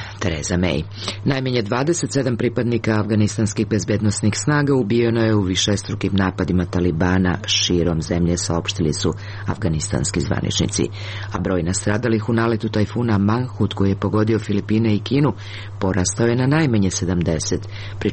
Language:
Serbian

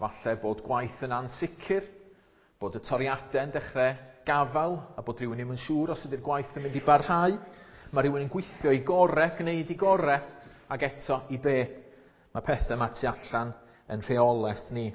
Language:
Welsh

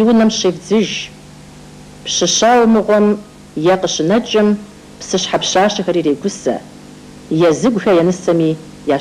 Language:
Kabardian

